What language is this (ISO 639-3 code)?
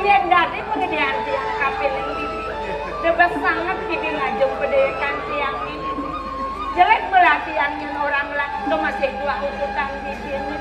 ban